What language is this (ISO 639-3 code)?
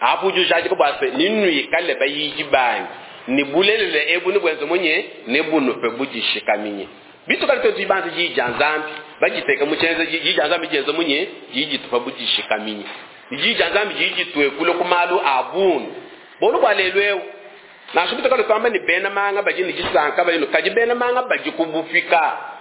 lua